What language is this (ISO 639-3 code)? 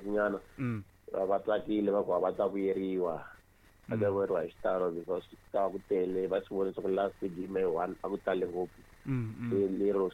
tso